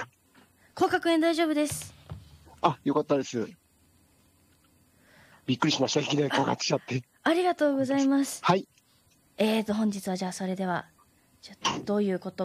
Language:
Japanese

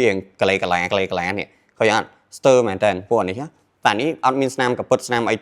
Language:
Khmer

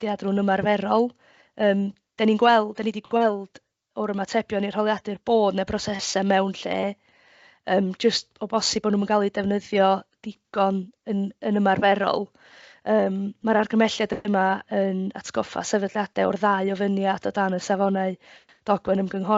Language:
Welsh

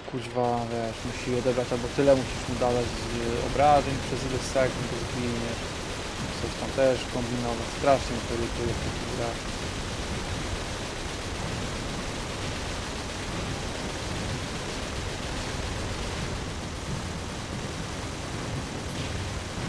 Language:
Polish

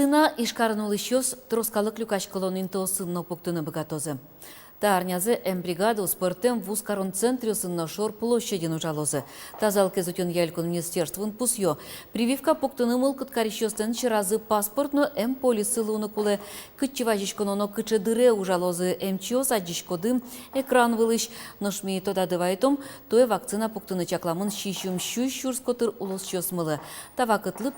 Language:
Udmurt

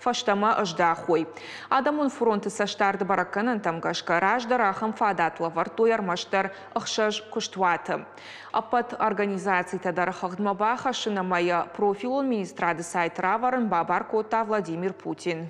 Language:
Ossetic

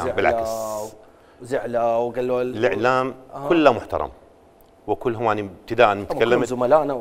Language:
Mesopotamian Arabic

